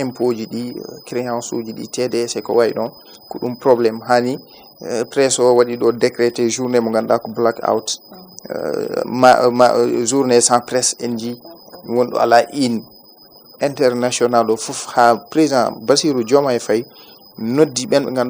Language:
Fula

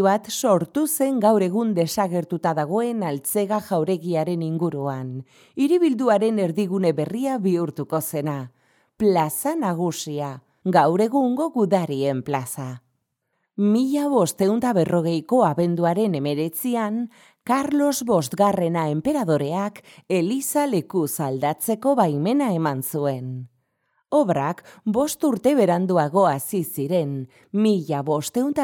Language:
Basque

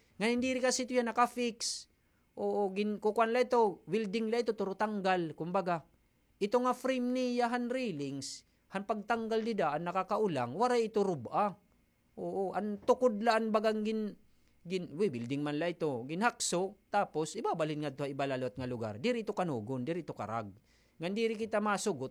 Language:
Waray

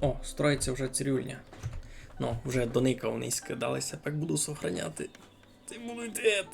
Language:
Rusyn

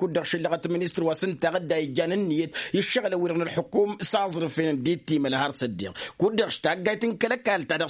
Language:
Tamasheq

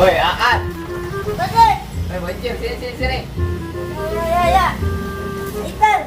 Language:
Betawi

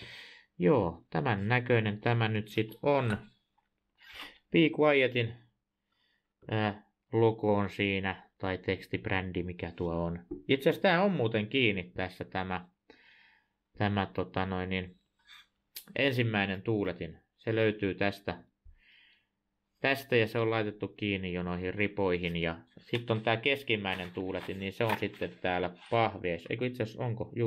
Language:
Finnish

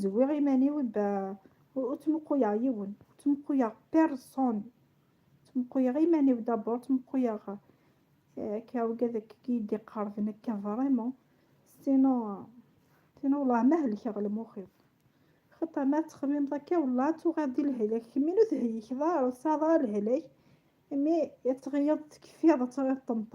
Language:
Kabyle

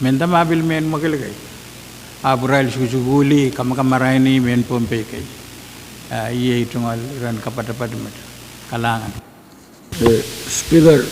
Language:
Pohnpeian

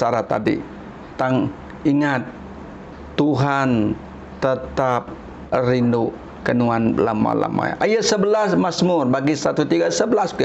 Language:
Iban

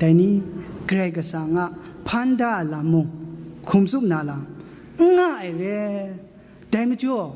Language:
Kachin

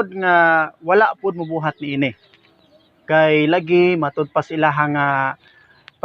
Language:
Cebuano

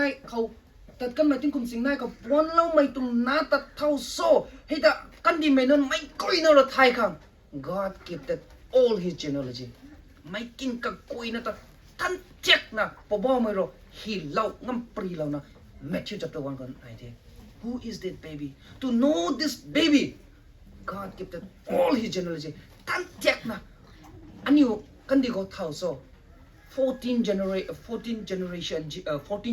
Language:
Rongmei Naga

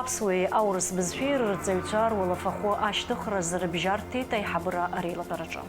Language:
Abkhazian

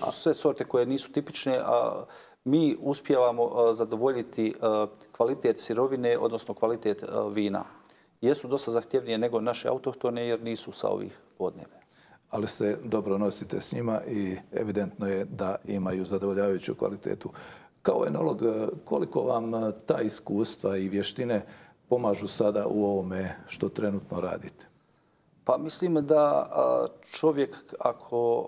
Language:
Bosnian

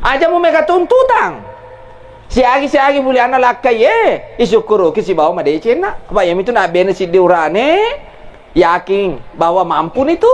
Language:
Buginese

